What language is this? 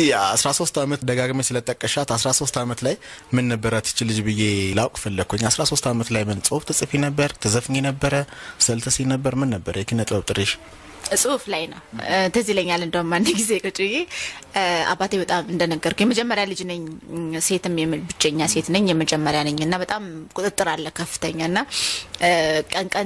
Amharic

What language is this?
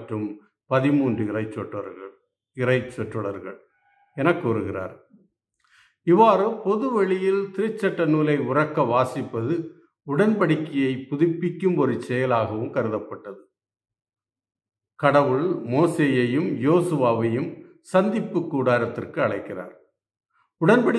Tamil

